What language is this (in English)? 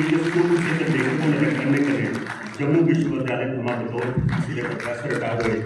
Dogri